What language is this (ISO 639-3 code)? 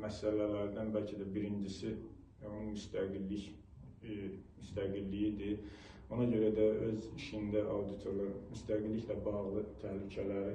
aze